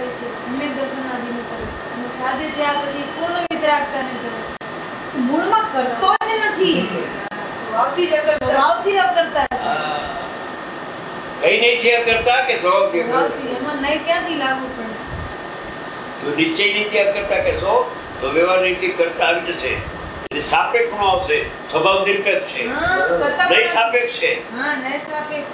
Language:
Gujarati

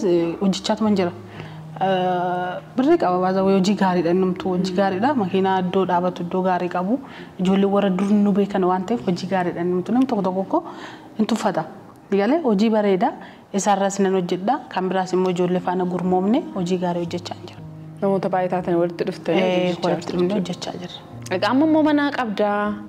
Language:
Oromo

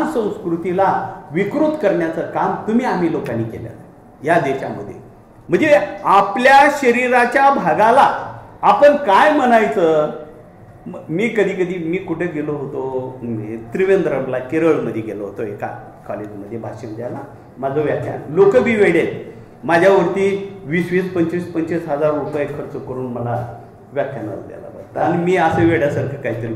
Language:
Marathi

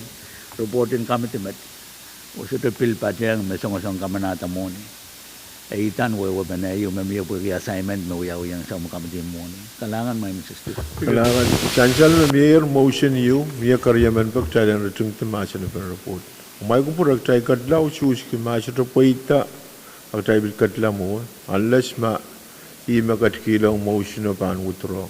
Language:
Pohnpeian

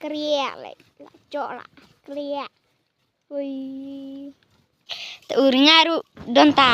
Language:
Khasi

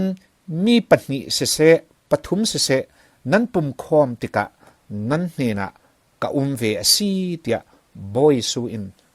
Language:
Falam Chin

